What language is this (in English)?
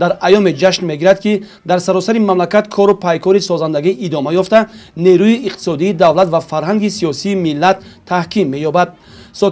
Tajik